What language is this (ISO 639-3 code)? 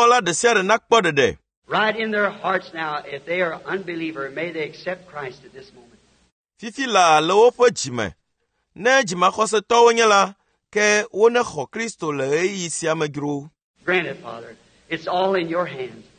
ewe